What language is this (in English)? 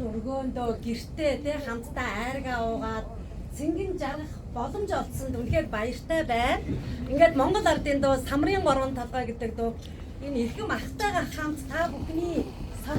Mongolian